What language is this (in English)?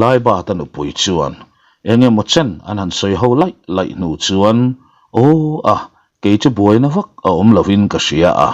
Mizo